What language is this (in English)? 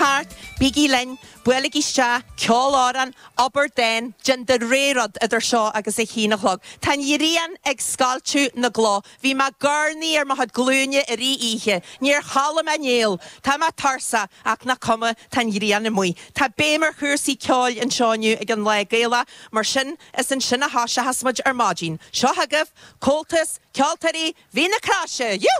Irish